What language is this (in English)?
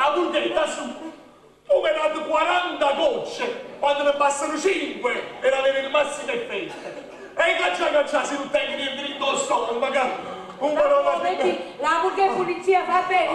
Neapolitan